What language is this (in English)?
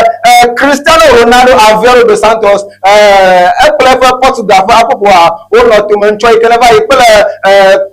Ewe